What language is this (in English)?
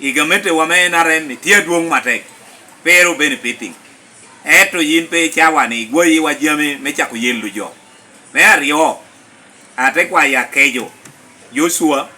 Lango (Uganda)